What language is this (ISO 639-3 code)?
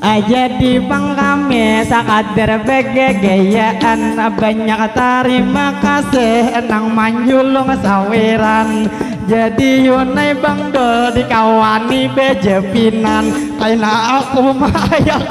bjn